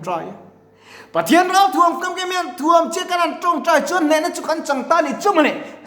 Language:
Mizo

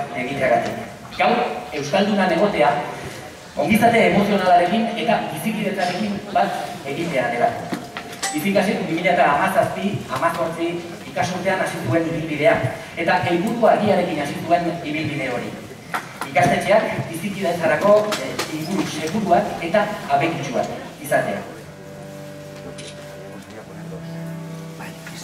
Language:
Basque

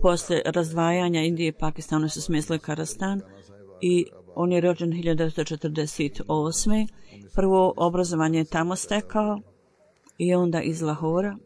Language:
Bosnian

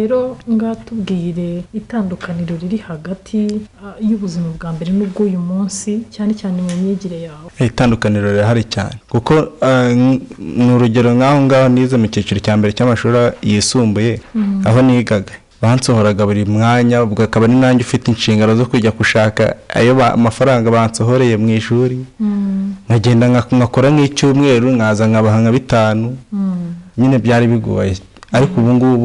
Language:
Kinyarwanda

